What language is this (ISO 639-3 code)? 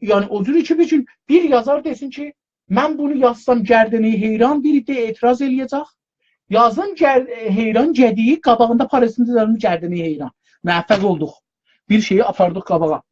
azb